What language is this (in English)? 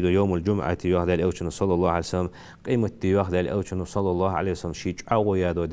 Ingush